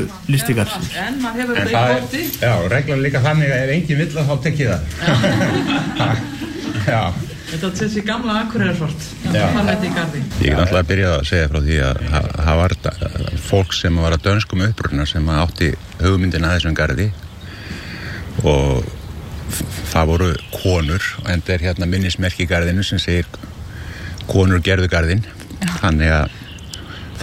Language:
Icelandic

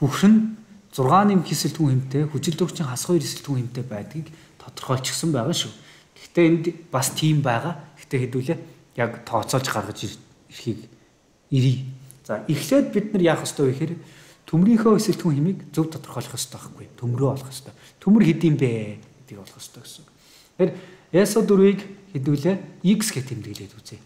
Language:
Mongolian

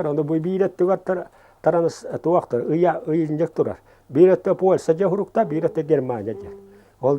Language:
Yakut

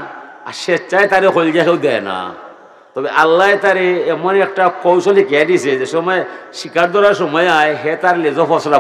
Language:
Sylheti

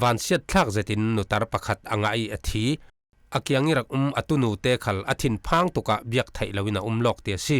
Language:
Falam Chin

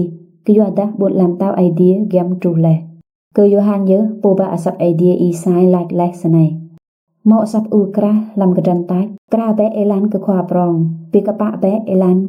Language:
Rade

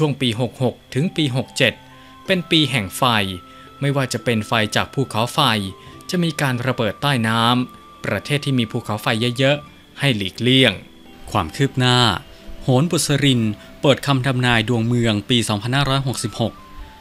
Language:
Thai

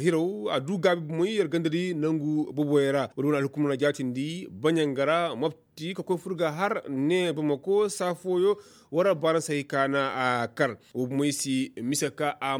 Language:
Koyraboro Senni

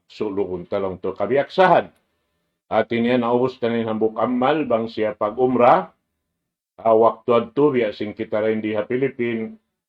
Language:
Tausug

